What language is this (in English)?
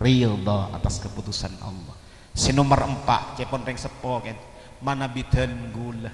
Madurese